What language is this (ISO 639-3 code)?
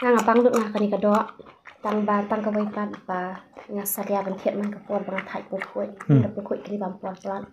kha